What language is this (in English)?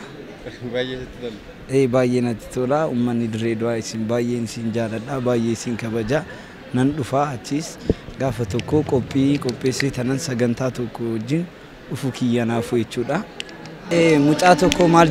Oromo